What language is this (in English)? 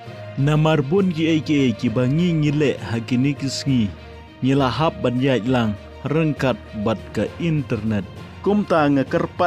Khasi